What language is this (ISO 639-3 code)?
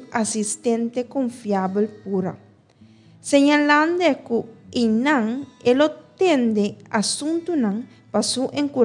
pap